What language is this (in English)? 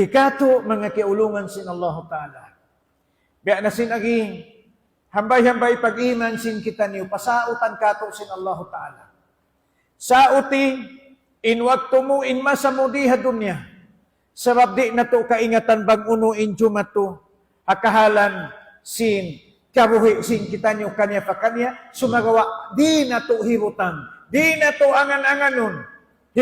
Tausug